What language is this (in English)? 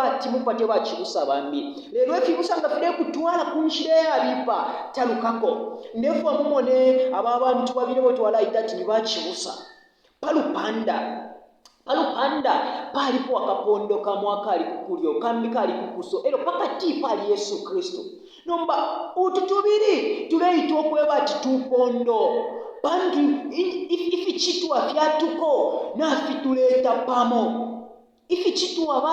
Bemba